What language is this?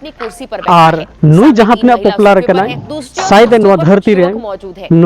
Santali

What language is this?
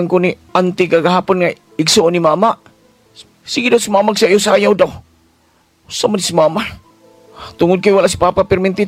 Cebuano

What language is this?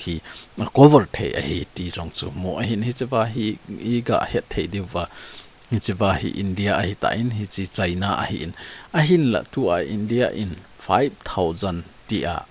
Thado Chin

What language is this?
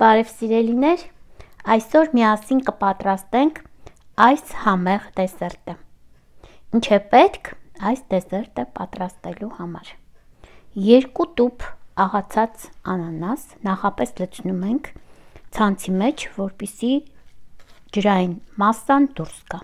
Armenian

